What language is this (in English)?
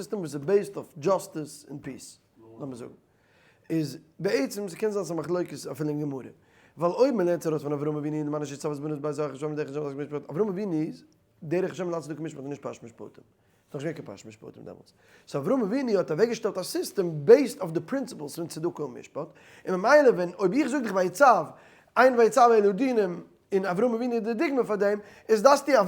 Yiddish